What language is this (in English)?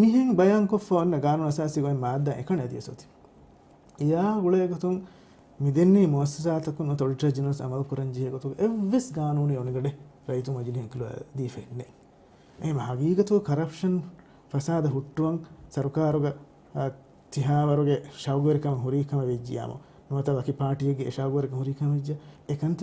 Divehi